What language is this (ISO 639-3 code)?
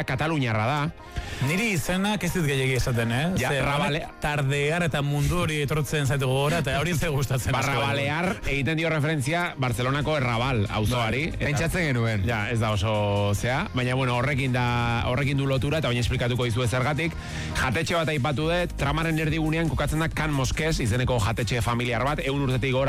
eus